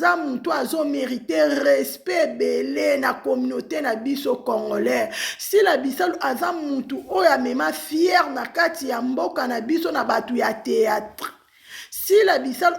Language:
Lingala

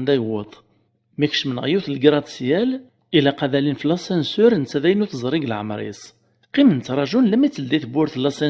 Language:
Kabyle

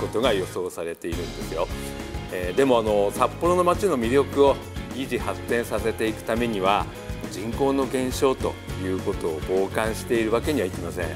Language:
Japanese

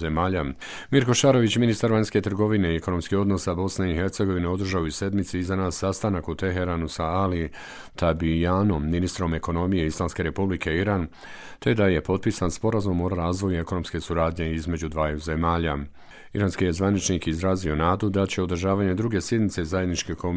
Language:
Bosnian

